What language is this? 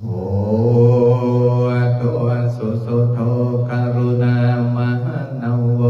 Pali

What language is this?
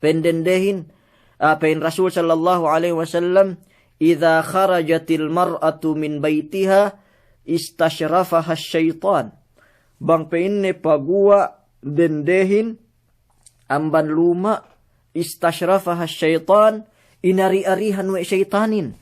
Yakan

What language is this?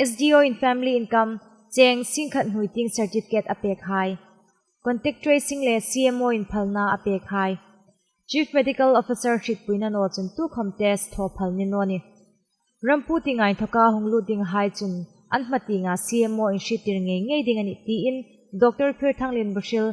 Hmar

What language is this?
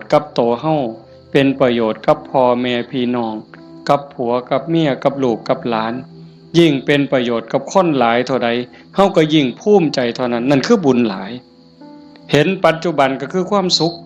Northeastern Thai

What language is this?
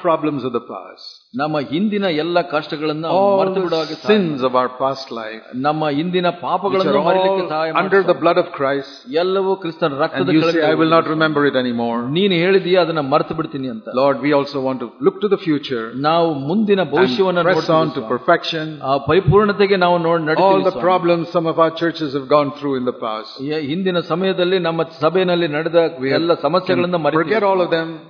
Kannada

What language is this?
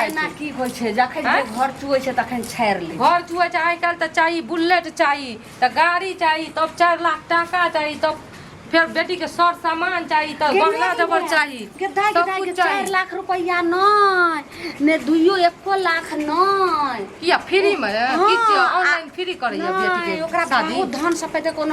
Maithili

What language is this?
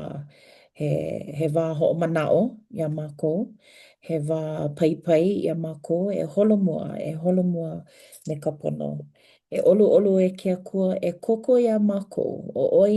Hawaiian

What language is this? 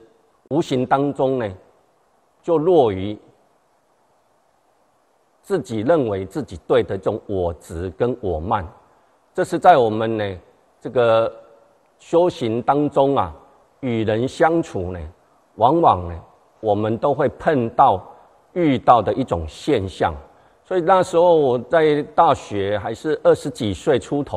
Chinese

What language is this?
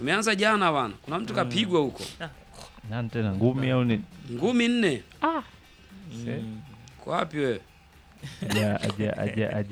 Swahili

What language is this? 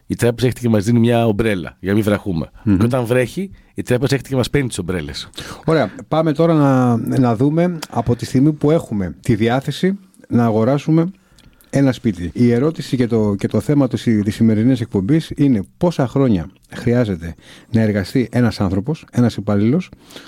Greek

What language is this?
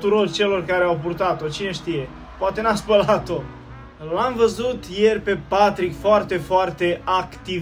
Romanian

